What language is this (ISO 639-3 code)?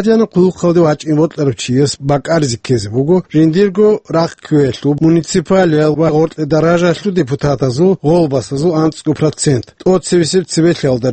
ava